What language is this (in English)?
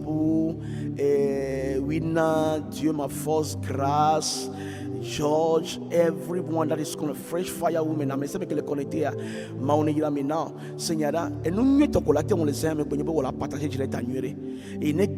Ewe